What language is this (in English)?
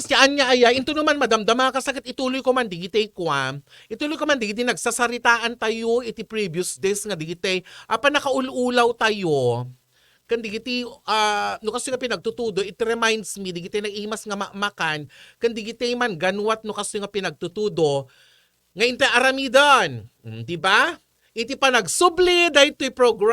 Iloko